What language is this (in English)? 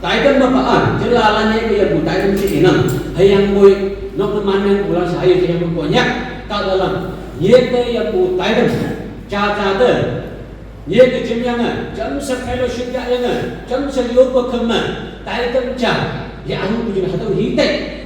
Naga Pidgin